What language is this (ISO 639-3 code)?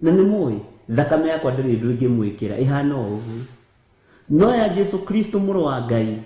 kik